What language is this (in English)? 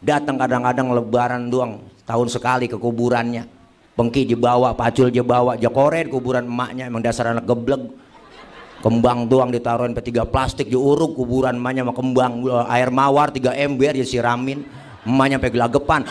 Betawi